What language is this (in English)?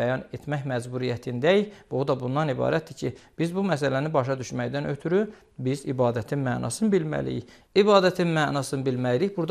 Azerbaijani